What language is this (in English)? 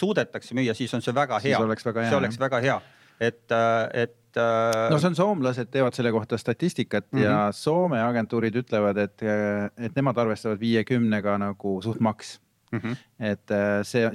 Estonian